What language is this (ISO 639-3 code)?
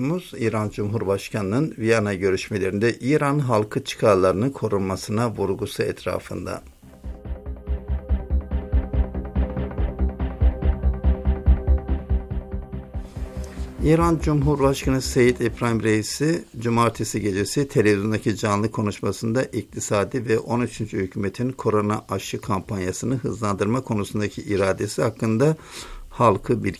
tur